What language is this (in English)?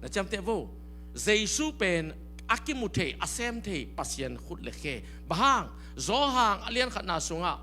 Tedim Chin